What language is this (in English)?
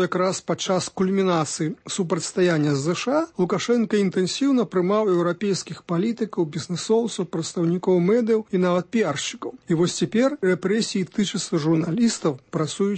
Belarusian